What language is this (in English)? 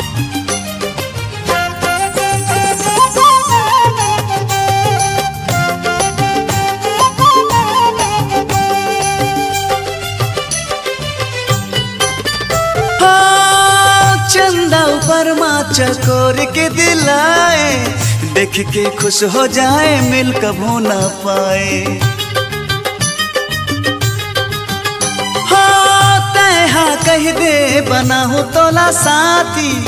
Chhattisgarhi